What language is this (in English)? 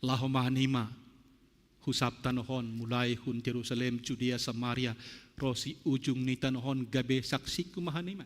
Batak Simalungun